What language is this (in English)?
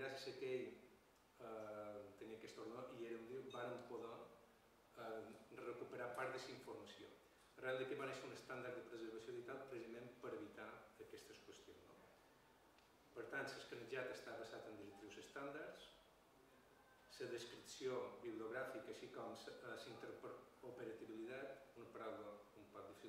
Catalan